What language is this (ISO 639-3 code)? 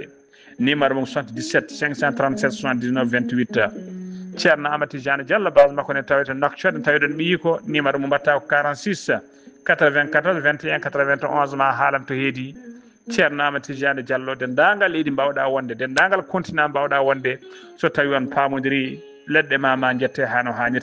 ful